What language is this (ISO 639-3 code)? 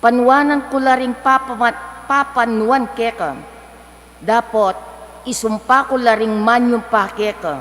pam